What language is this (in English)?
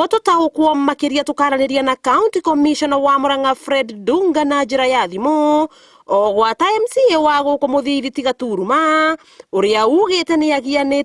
Kikuyu